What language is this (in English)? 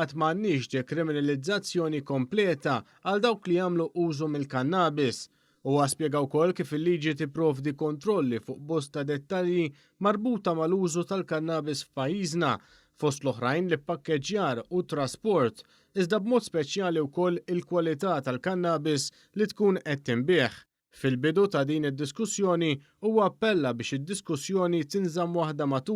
Maltese